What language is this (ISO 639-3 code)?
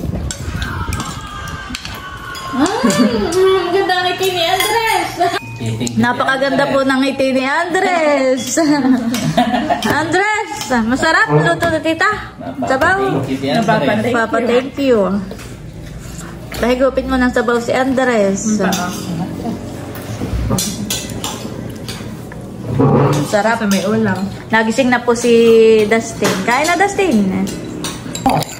fil